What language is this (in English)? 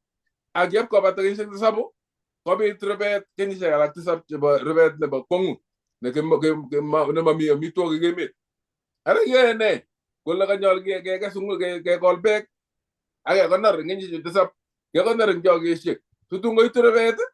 Kalenjin